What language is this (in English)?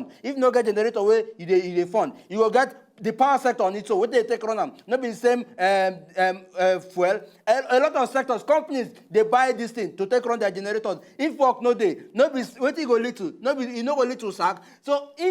Nigerian Pidgin